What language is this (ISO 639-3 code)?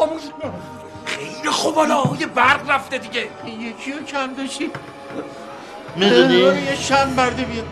fas